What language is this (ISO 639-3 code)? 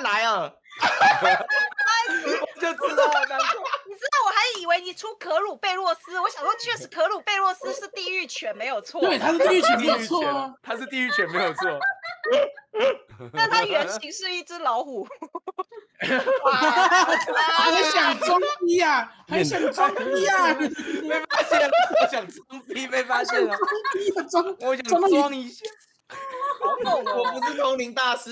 zho